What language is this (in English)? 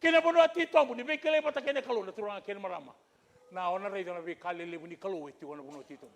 Fijian